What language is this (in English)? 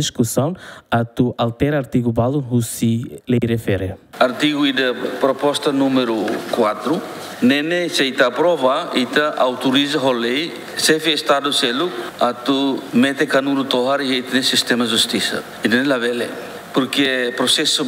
Tetum